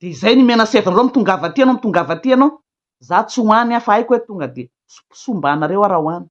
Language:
Malagasy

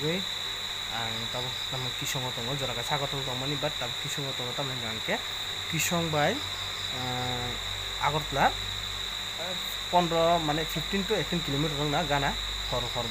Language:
Kok Borok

